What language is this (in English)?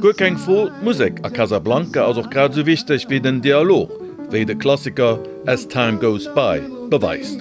Luxembourgish